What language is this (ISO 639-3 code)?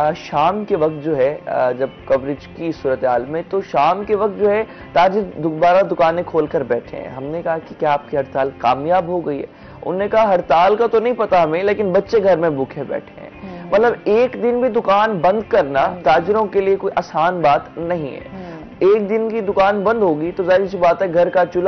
urd